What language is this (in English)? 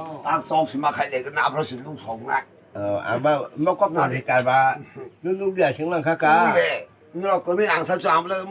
Kok Borok